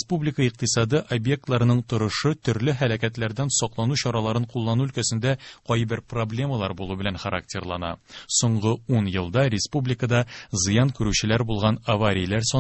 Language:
Tatar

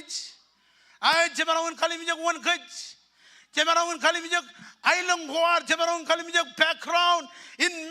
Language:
Marshallese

